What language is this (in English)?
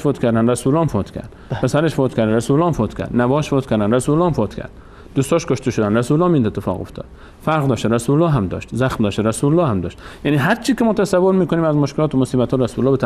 Persian